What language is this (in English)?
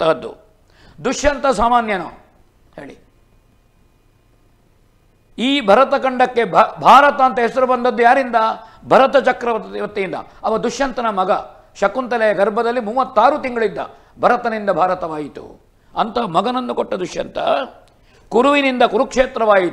Kannada